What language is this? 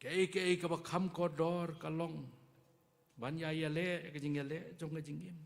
Khasi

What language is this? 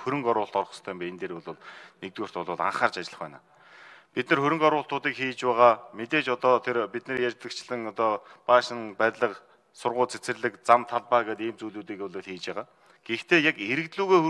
Mongolian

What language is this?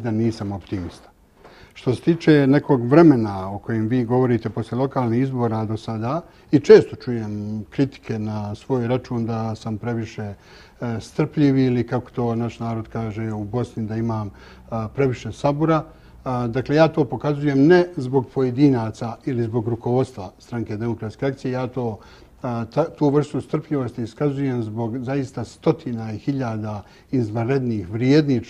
Bosnian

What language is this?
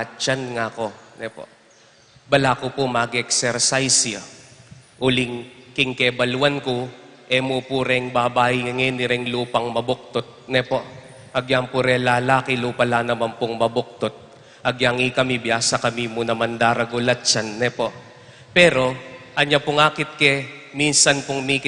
Pampanga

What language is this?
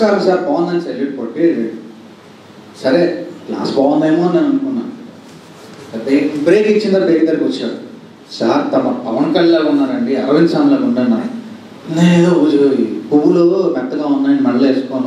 Telugu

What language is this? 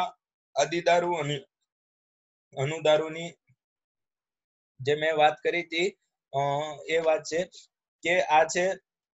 Gujarati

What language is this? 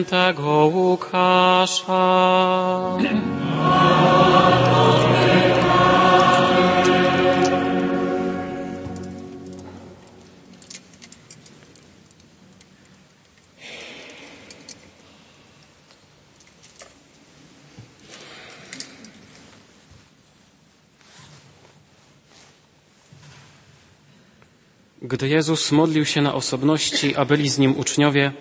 Polish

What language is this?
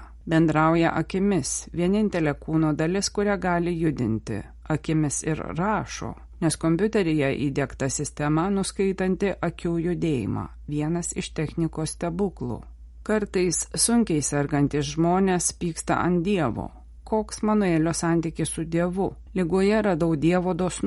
Lithuanian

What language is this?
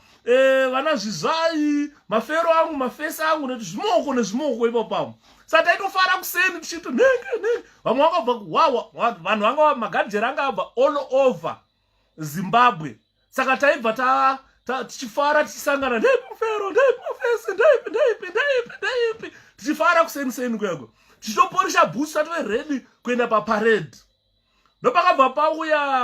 Shona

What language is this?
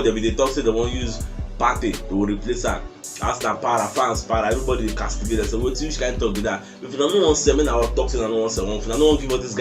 Nigerian Pidgin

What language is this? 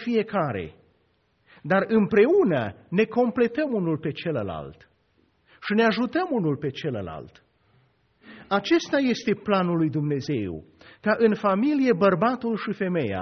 Romanian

